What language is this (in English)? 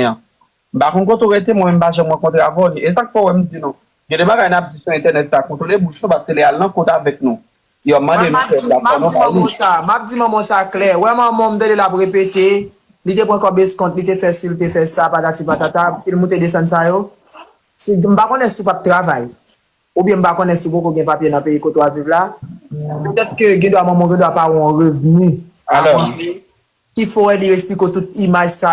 Haitian Creole